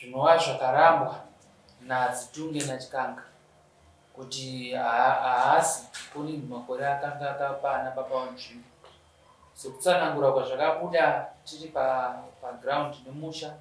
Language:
Shona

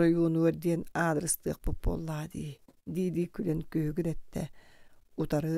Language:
Yakut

